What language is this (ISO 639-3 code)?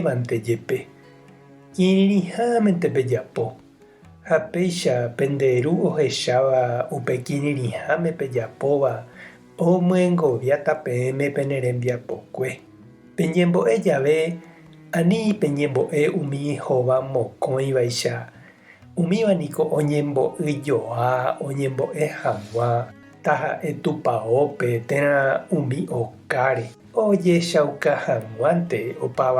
grn